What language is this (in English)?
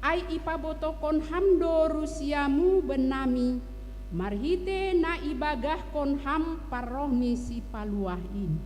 Batak Simalungun